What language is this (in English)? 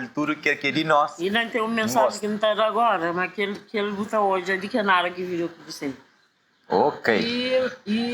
Kabuverdianu